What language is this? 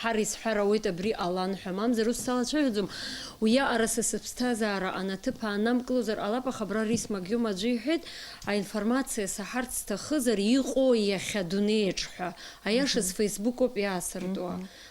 Abkhazian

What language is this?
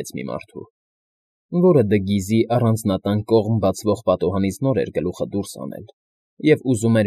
Armenian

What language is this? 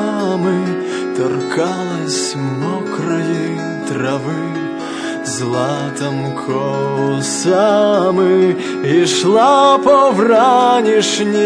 Ukrainian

